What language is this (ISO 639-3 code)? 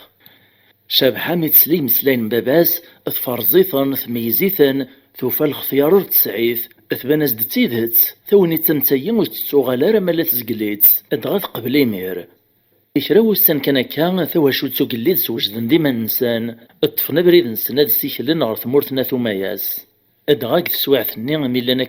kab